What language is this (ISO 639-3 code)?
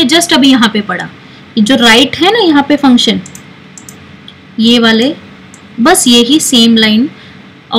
hin